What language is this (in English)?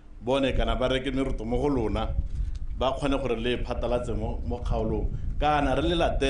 Tswana